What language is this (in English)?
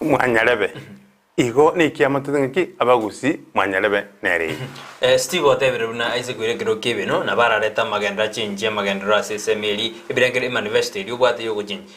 Gusii